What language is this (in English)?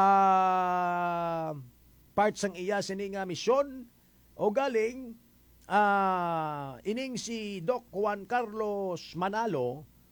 Hiligaynon